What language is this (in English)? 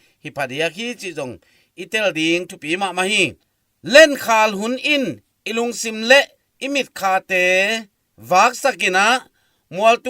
Tedim Chin